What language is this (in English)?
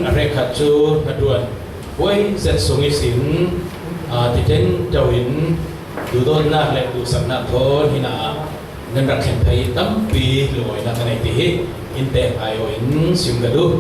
Falam Chin